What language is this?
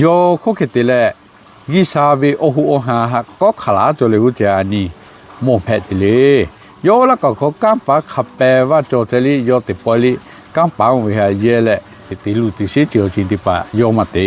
Lahu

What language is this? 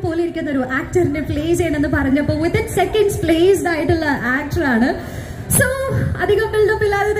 Malayalam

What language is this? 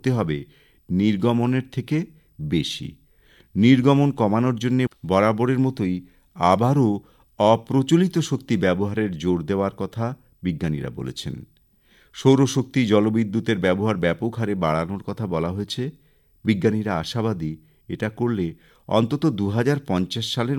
Bangla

